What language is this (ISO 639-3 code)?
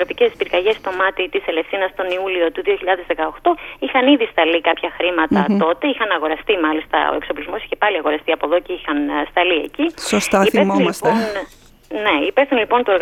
ell